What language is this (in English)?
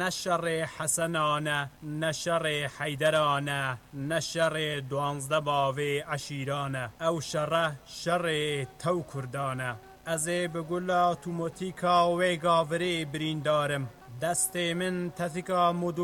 Kurdish